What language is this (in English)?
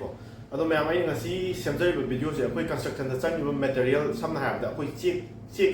Manipuri